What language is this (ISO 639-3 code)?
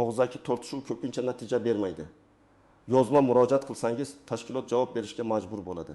uzb